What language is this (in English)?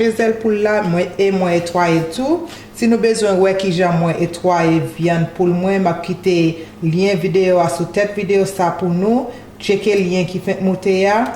Haitian Creole